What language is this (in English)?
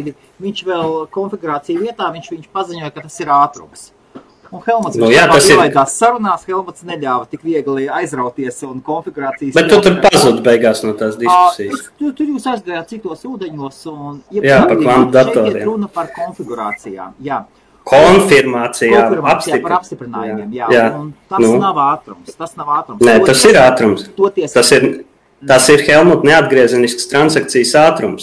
Latvian